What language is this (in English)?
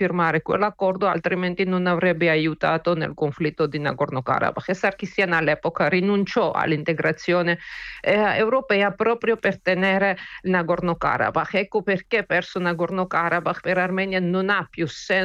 Italian